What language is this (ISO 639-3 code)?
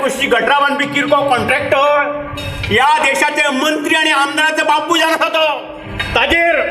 kok